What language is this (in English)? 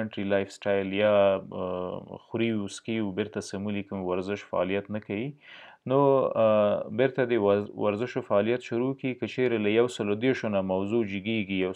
Pashto